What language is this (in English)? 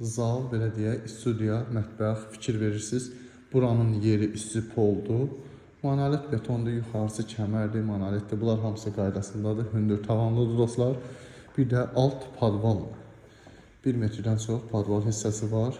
Azerbaijani